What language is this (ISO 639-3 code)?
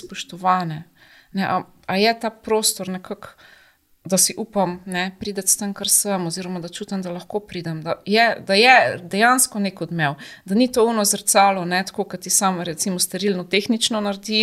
slv